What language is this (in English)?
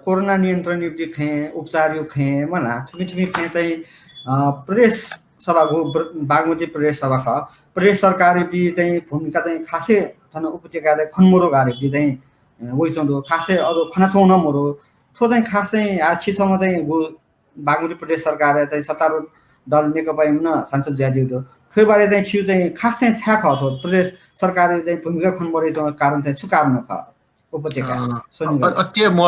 Newari